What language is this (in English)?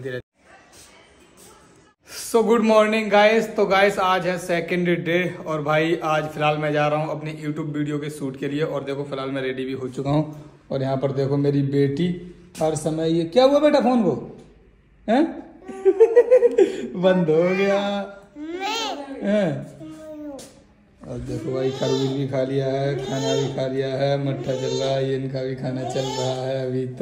Hindi